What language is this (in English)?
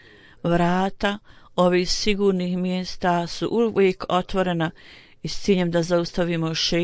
Bosnian